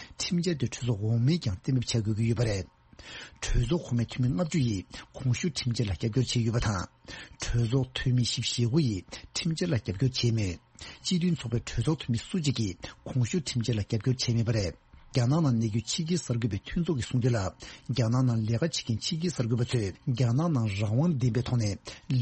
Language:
Tibetan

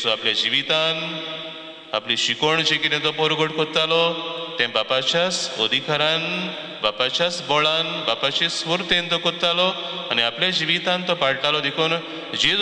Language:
Konkani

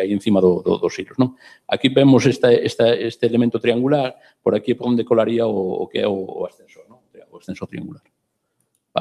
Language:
Galician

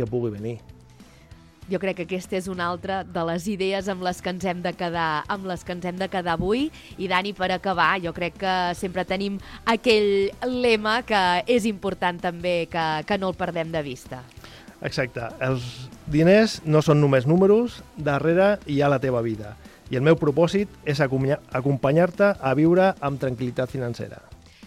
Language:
Catalan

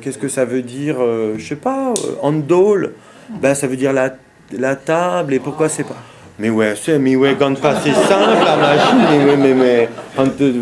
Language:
Breton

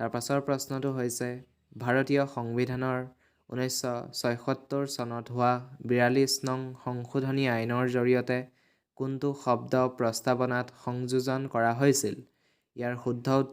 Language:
Assamese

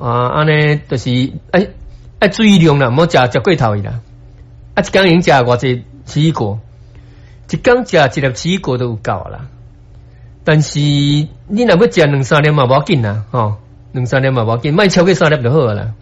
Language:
Min Nan Chinese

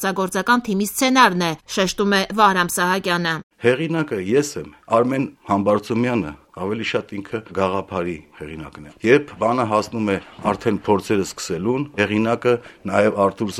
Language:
Armenian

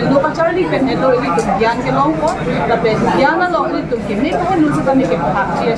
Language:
Karbi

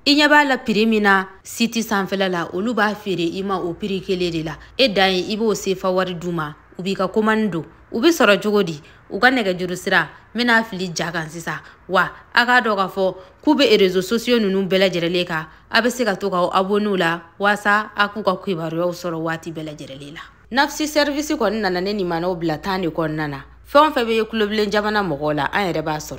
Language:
Bambara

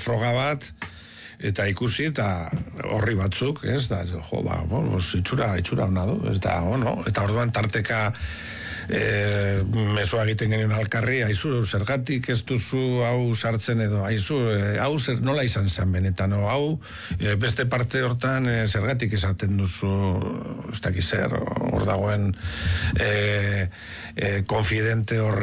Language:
Basque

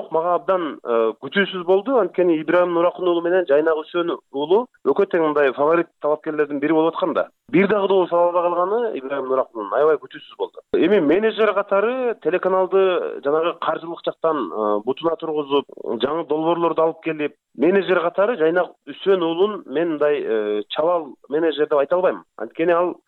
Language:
Kyrgyz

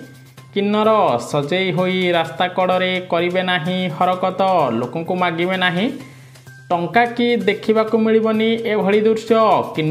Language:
Odia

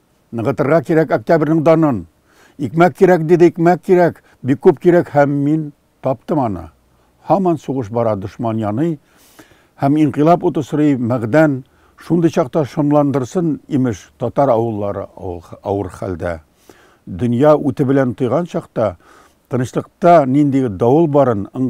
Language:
Tatar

